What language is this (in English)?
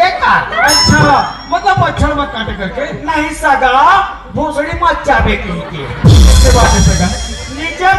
Chhattisgarhi